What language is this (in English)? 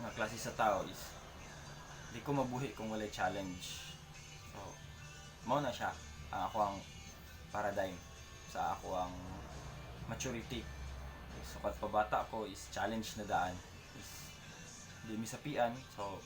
Cebuano